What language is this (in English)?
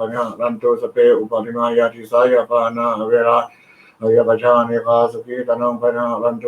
Pali